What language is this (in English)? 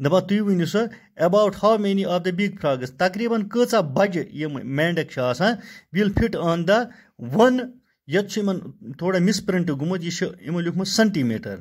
Kashmiri